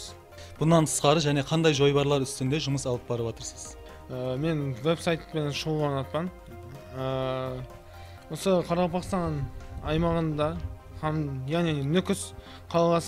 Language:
Kara-Kalpak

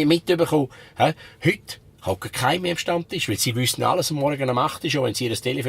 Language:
Swiss German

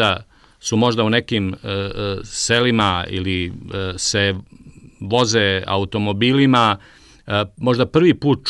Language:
Serbian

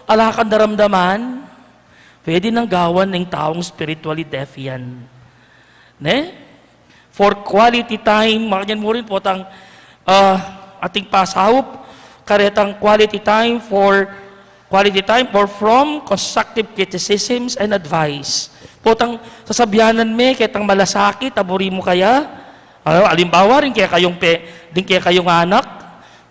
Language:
Pampanga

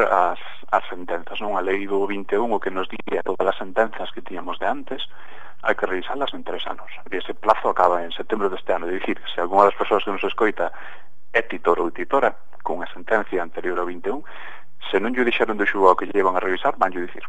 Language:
Galician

